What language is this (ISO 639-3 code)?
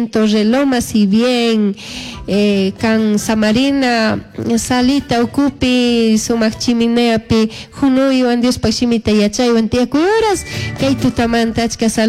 qug